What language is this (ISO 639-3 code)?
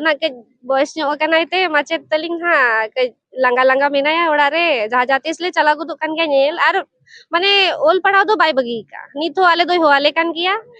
sat